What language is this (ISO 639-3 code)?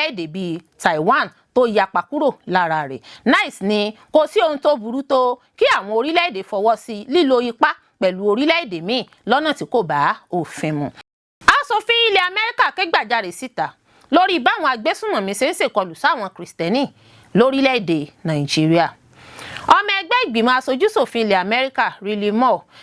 yor